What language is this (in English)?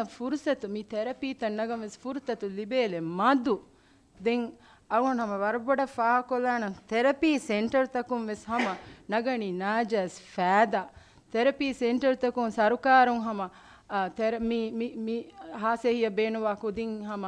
Divehi